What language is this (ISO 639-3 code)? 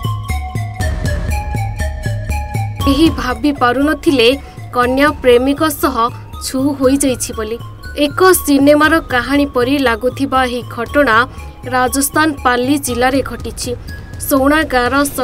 ori